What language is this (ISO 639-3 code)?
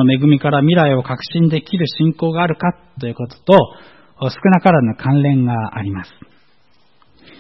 jpn